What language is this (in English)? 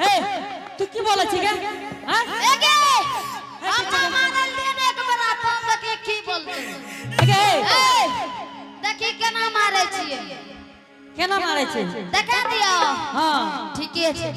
Angika